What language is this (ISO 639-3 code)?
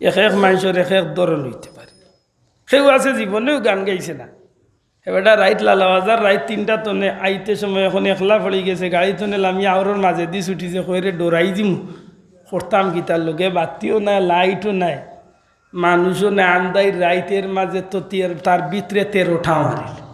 syl